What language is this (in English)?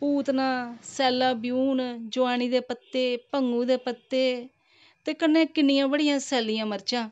Dogri